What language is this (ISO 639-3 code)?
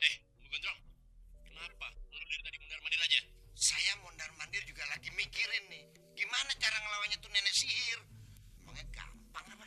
bew